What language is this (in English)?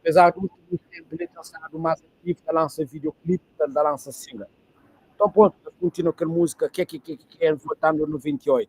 Kabuverdianu